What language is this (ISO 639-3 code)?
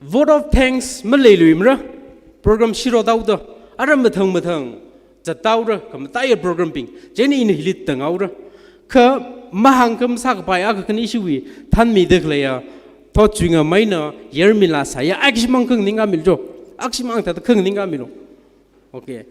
nmf